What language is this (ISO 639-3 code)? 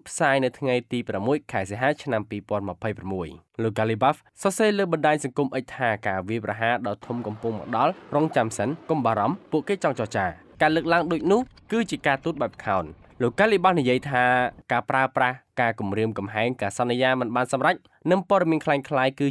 khm